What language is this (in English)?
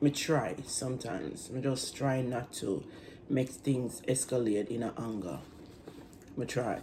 Jamaican Creole English